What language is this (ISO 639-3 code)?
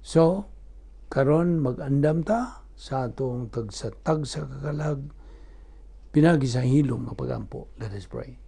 ceb